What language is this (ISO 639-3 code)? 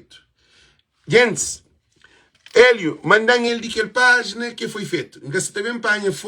kea